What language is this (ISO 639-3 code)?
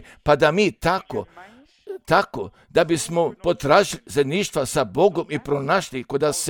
srp